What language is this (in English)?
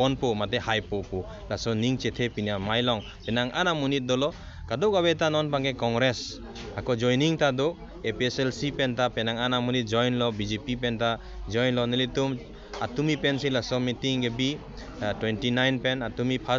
Karbi